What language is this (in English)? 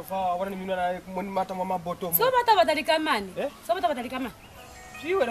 Lozi